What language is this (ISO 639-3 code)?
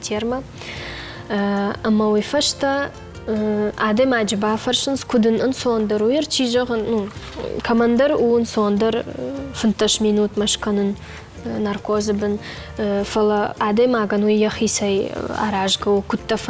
oss